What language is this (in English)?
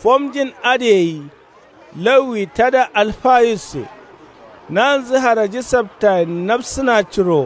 Kanuri